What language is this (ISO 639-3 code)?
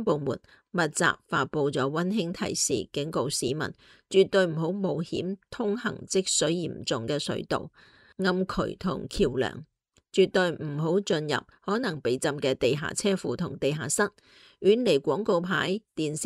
yue